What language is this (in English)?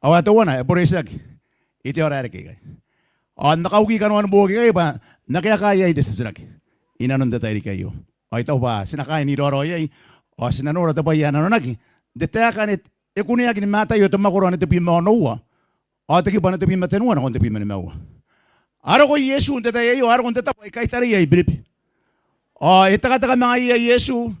Gilbertese